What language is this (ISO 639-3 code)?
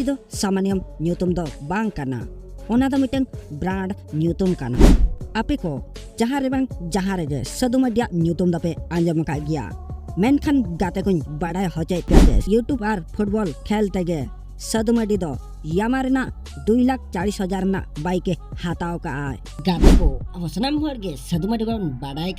sat